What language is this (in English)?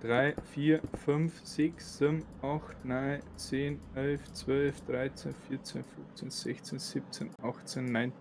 Bavarian